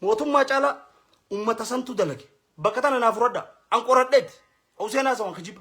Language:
Oromo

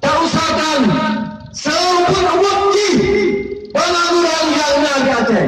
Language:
Achinese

